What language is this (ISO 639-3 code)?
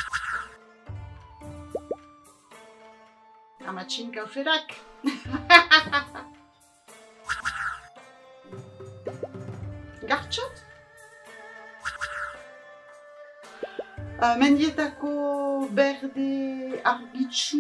eus